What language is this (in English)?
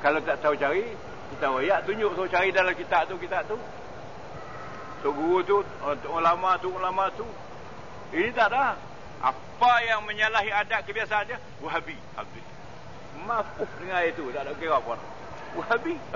Malay